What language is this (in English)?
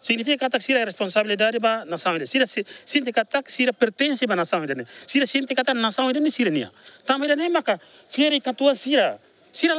Tetum